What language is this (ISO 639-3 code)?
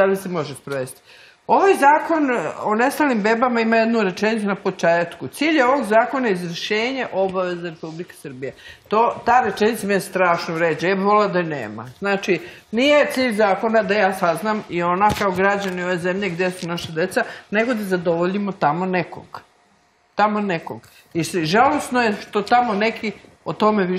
srp